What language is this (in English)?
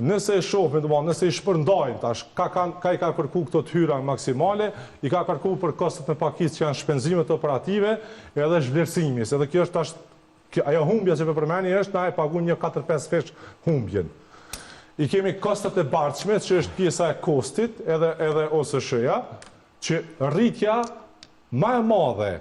Albanian